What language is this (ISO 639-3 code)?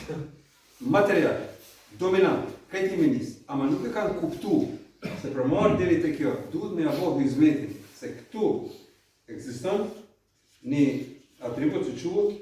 sqi